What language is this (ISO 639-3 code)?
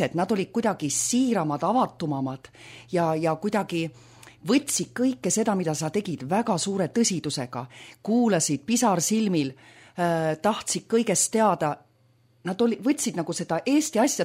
est